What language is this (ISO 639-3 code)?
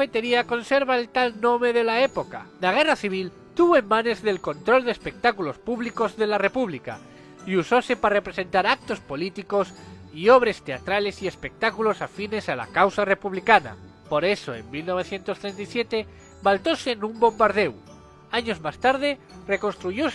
ast